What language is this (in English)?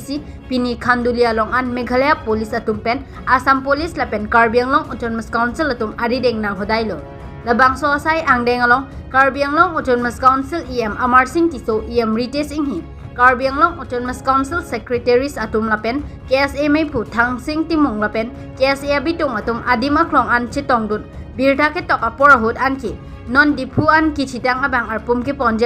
Karbi